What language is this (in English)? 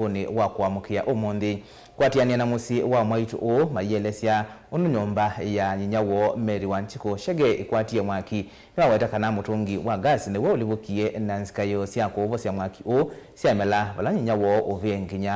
Kamba